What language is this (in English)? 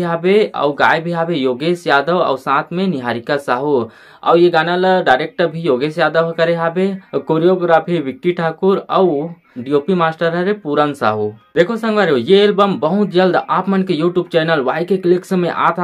Chhattisgarhi